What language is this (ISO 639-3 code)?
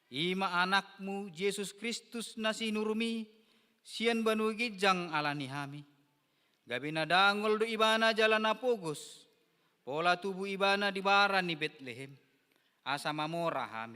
bbc